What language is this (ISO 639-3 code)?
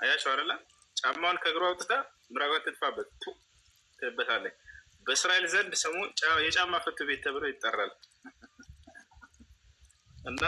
amh